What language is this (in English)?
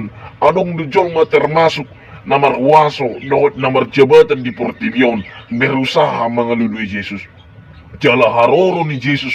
Batak Toba